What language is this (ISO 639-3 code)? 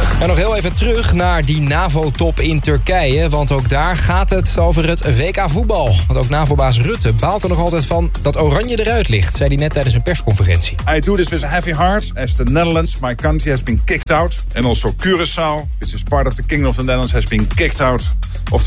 nld